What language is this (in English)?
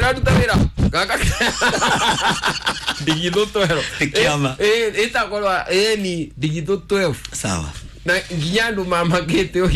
Kikuyu